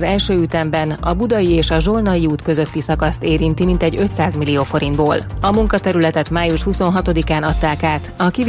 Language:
Hungarian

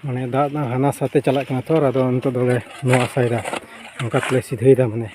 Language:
Santali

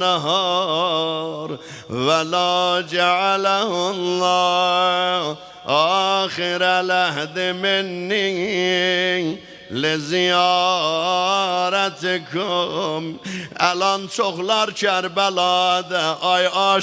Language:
South Azerbaijani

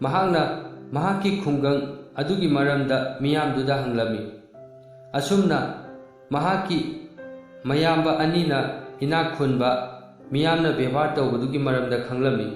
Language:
Manipuri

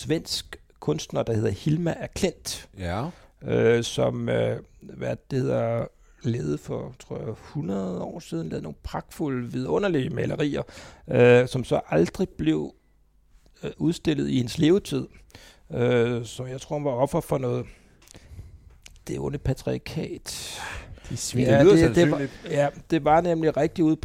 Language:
Danish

